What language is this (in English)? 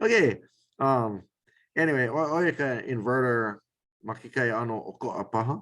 Hawaiian